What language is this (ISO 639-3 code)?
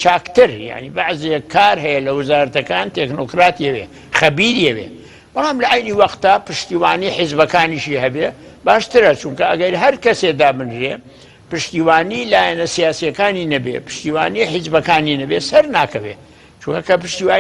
ckb